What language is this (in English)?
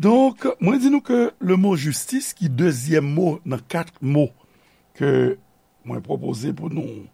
Haitian Creole